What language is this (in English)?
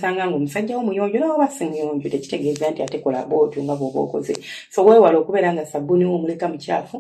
Ganda